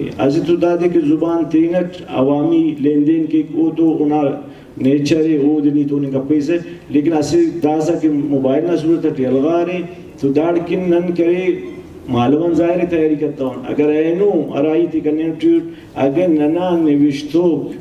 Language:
Brahui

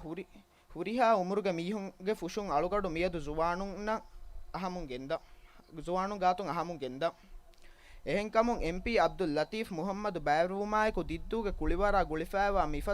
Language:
Divehi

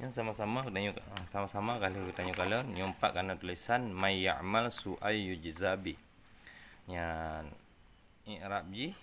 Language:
Achinese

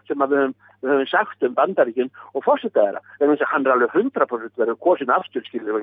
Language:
Icelandic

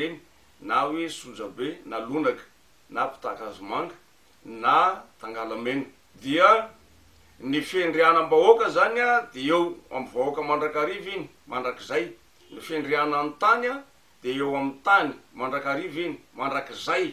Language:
Malagasy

